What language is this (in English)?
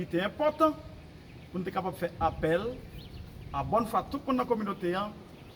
Haitian Creole